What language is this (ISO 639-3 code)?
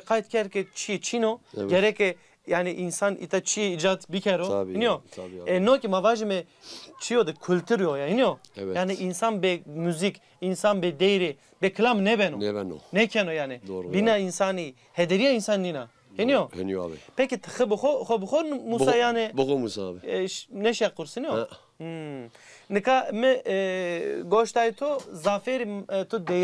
zza